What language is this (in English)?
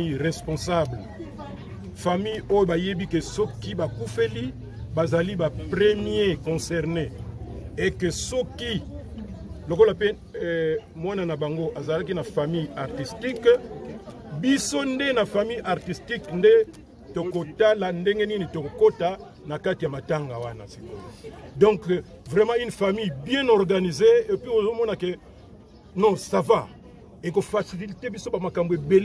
Lingala